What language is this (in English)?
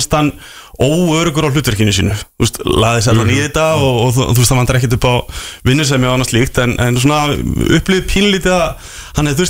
Icelandic